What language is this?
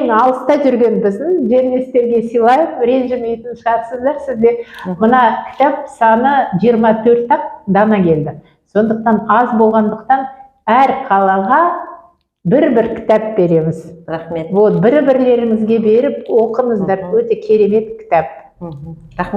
Kazakh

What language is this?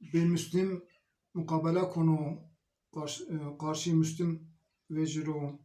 Zaza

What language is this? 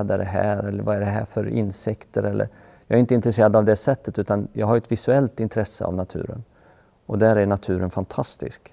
Swedish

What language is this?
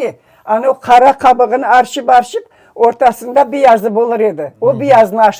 Crimean Tatar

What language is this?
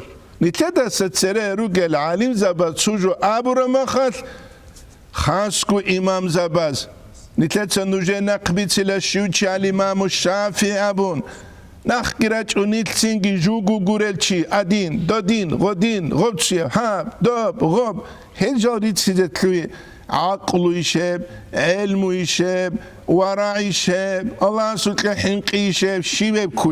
Avaric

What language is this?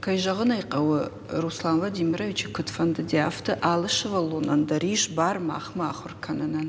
Ossetic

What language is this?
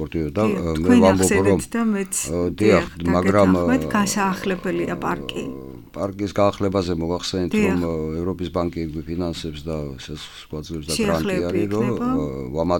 Georgian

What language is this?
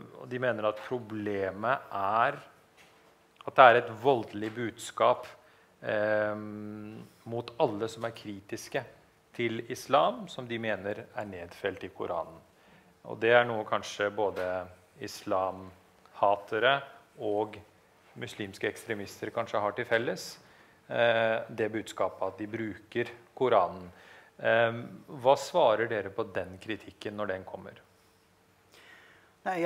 Norwegian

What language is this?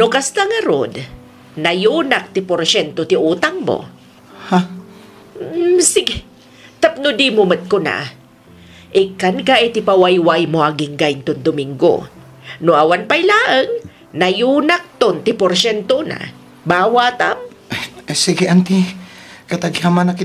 Iloko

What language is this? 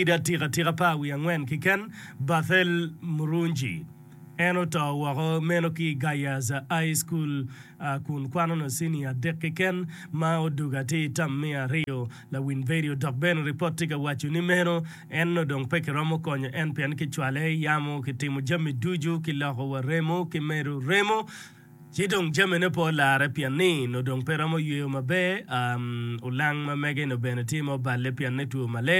Acoli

